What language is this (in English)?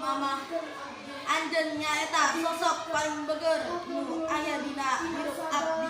Sundanese